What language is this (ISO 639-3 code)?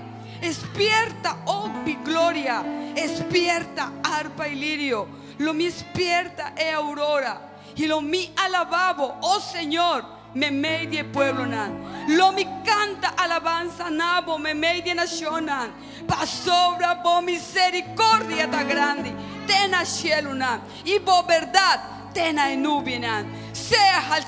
pap